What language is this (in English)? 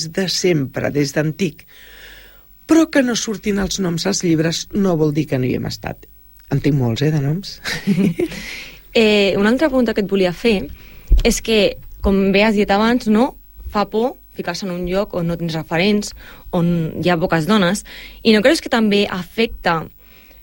Catalan